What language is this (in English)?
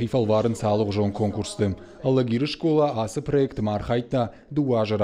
Ossetic